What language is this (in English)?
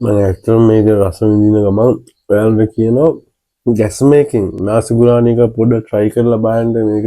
Sinhala